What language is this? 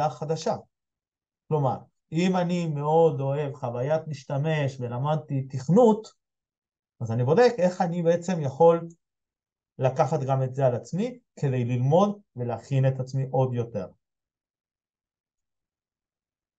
Hebrew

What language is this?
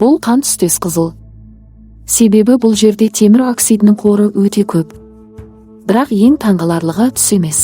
Kazakh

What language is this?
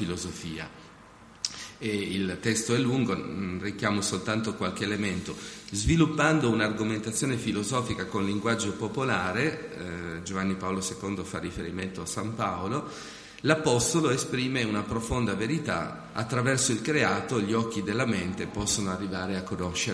Italian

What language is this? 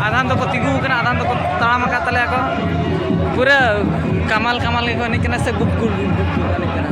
Santali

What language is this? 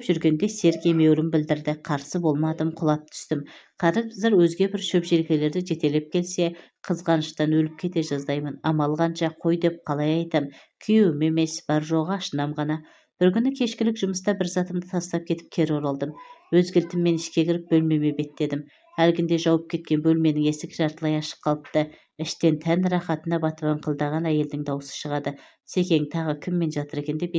Kazakh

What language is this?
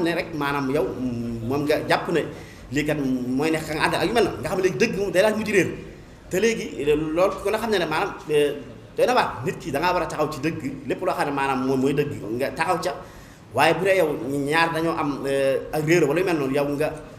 Wolof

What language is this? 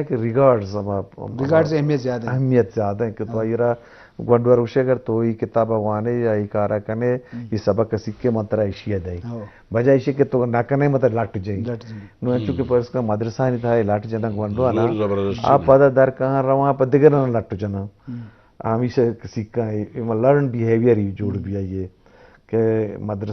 Eastern Balochi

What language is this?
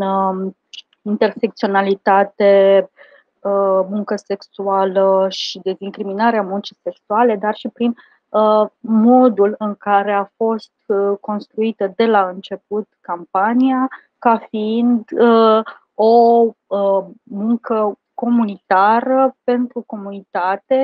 Romanian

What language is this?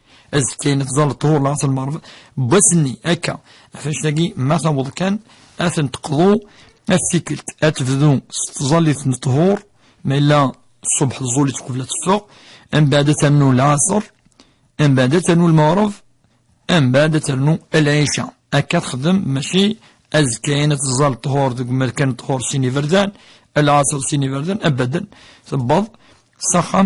Kabyle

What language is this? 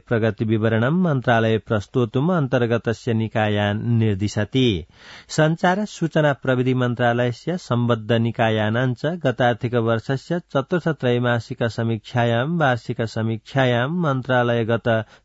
Sanskrit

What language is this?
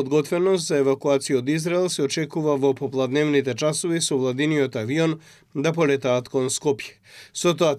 Macedonian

